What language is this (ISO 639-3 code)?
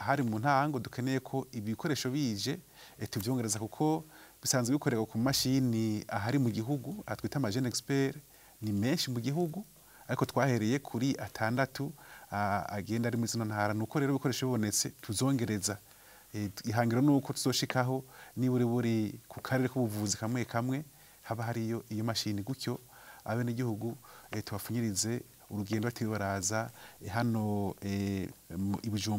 run